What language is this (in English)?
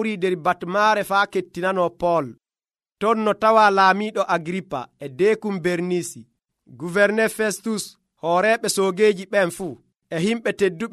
Nigerian Fulfulde